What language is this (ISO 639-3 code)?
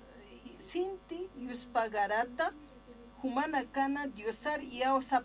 aym